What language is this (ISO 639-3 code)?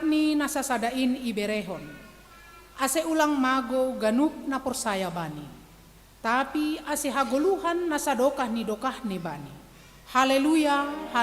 bts